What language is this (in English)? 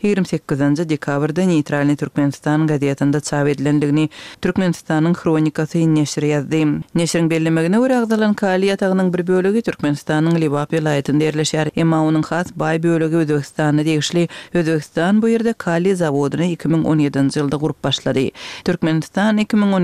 Turkmen